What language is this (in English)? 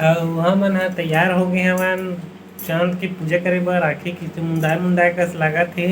Chhattisgarhi